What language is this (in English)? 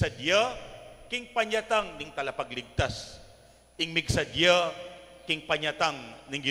Pampanga